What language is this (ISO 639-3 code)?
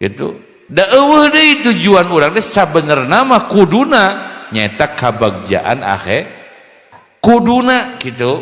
sun